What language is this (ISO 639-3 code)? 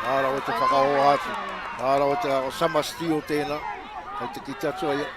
mri